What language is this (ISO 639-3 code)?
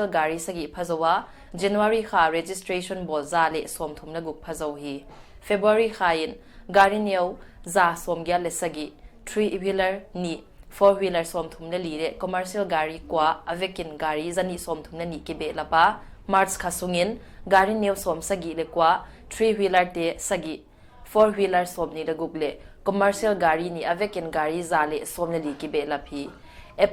pck